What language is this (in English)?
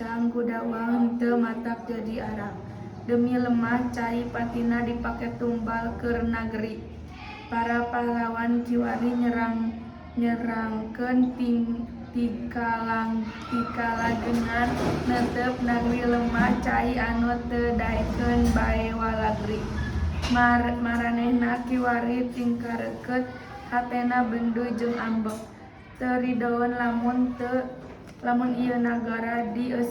Sundanese